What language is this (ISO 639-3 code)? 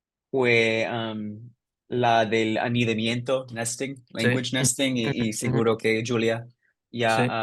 lad